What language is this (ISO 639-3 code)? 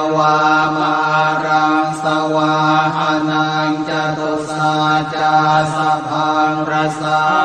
pli